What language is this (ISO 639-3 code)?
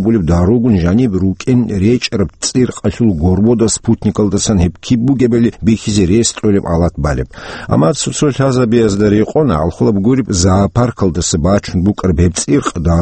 ava